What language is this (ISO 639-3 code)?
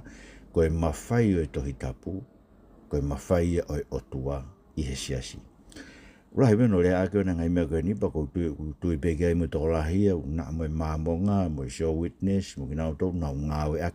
ton